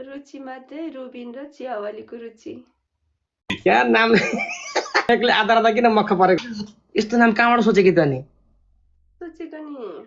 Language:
Nepali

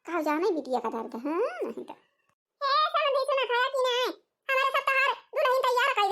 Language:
Awadhi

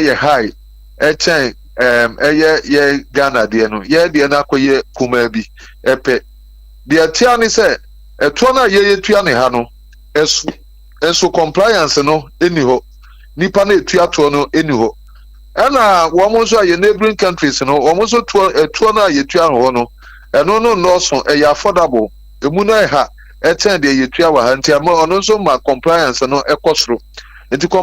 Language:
Akan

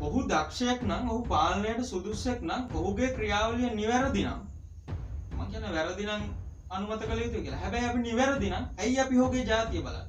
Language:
Sinhala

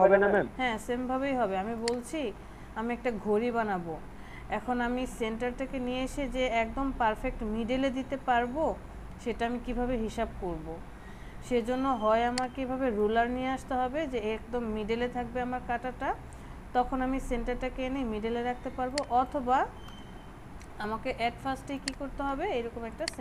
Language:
Bangla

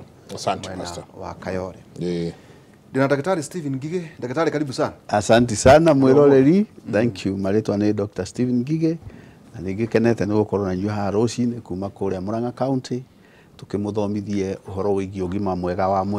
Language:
Kikuyu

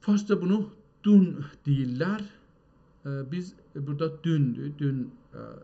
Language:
South Azerbaijani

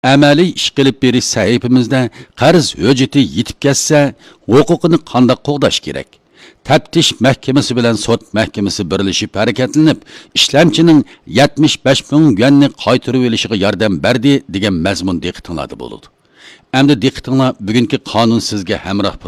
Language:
Uyghur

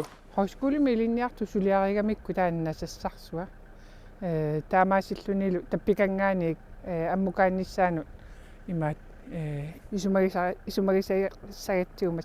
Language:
Kalaallisut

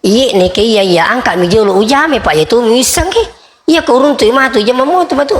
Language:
Buginese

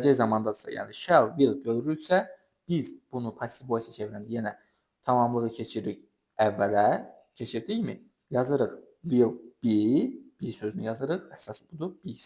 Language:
Azerbaijani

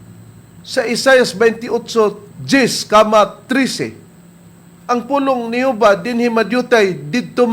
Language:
Cebuano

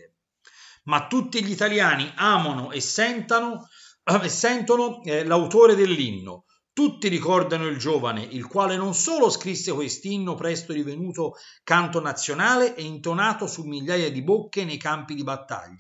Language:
Italian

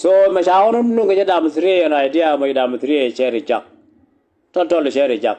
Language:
Nuer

